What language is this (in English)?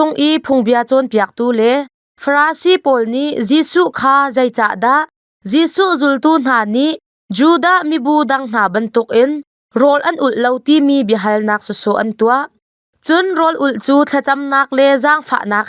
Hakha Chin